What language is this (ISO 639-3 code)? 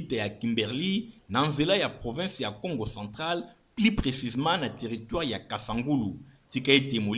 lin